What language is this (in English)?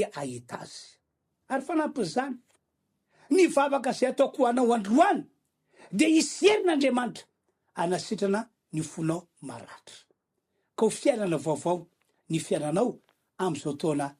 Malagasy